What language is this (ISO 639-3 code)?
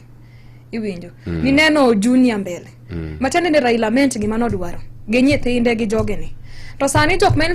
luo